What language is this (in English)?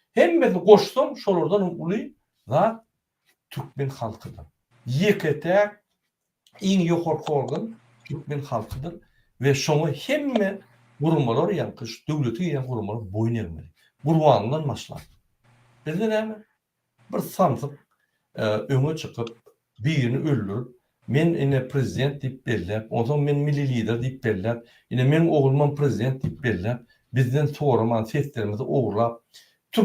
Turkmen